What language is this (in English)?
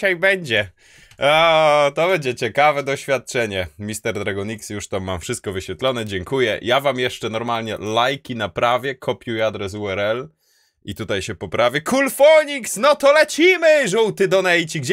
Polish